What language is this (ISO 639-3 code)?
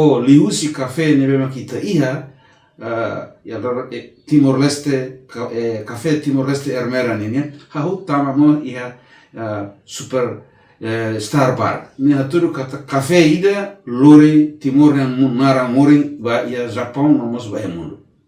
tet